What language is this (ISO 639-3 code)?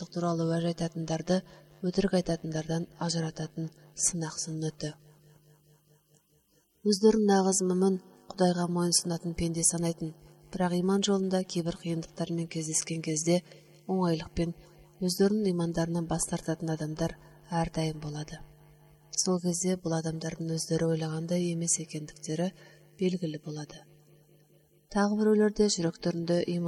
kaz